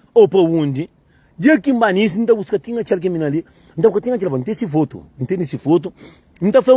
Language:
Kabuverdianu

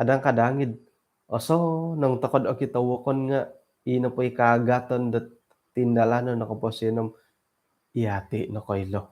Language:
Central Dusun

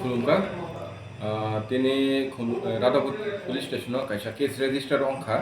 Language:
Kok Borok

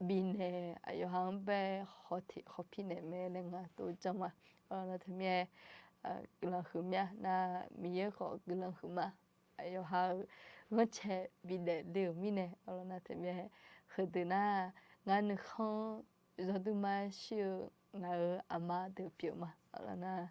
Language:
Akha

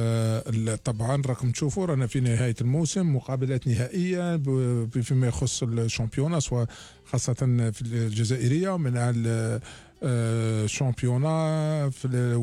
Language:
Algerian Arabic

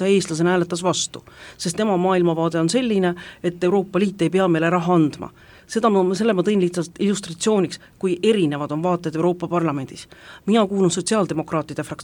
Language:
Estonian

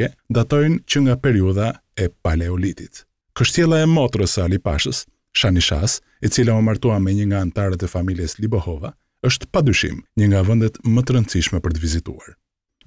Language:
Albanian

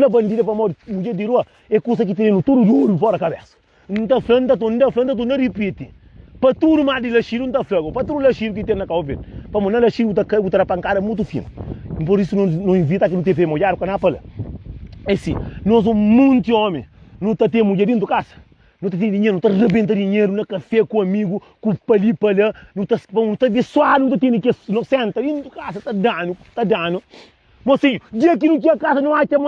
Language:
Kabuverdianu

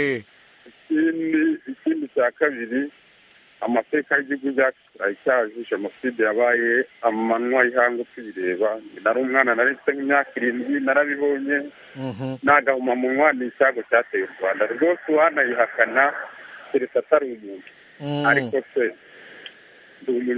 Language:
Kinyarwanda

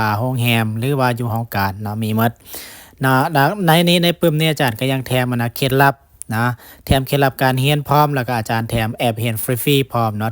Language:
Lao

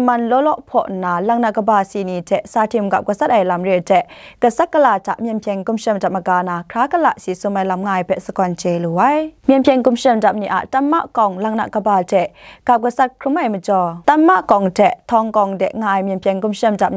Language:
Kachin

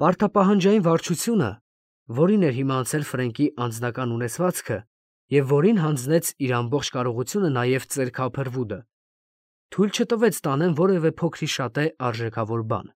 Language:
Armenian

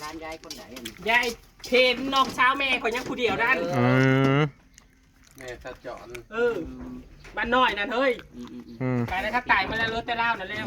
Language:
Northeastern Thai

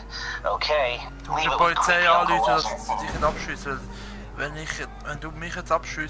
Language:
Swiss German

